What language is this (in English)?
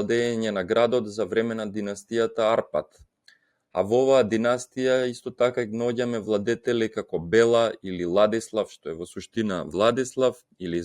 Macedonian